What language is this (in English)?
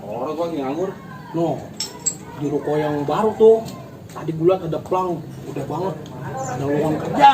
Betawi